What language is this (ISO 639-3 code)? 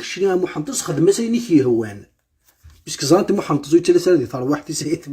kab